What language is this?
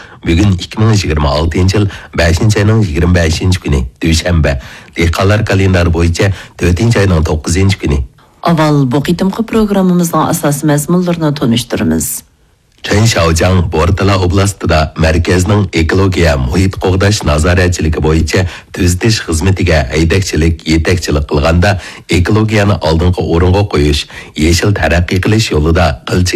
Uyghur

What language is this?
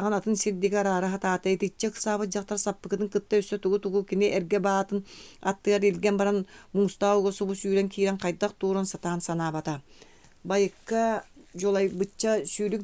Yakut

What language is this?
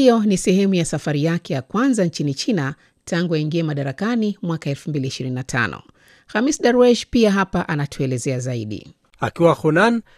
Swahili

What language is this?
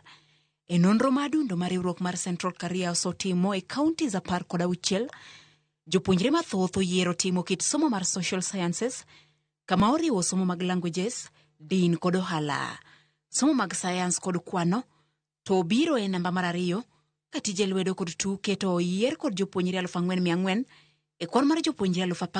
Luo (Kenya and Tanzania)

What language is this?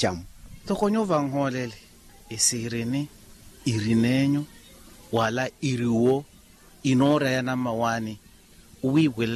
Makhuwa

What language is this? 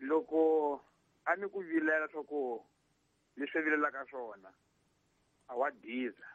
Tsonga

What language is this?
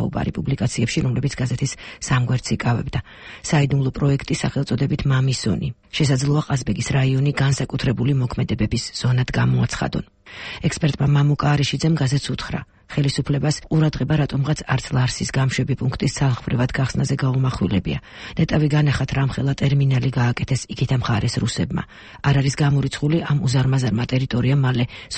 Georgian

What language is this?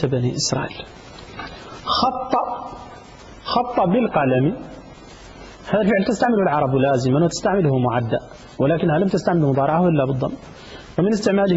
Arabic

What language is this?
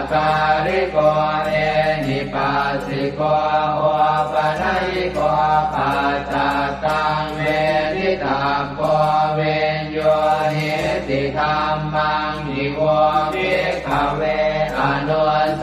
Pali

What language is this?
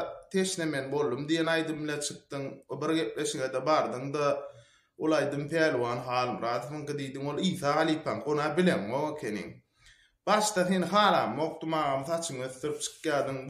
Turkmen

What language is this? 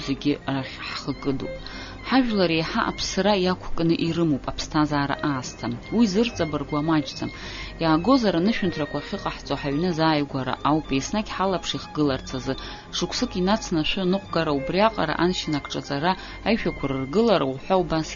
Abkhazian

